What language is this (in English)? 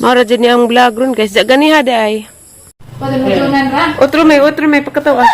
Cebuano